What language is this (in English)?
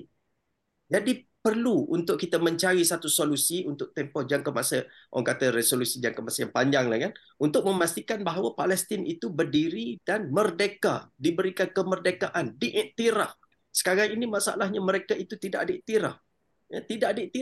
Malay